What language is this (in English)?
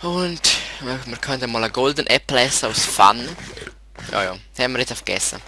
Swiss German